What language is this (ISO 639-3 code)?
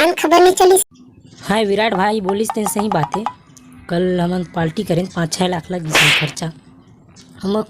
hne